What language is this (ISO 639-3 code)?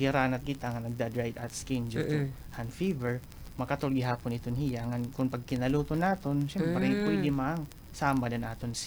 war